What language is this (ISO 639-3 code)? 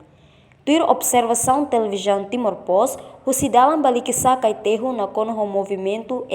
tet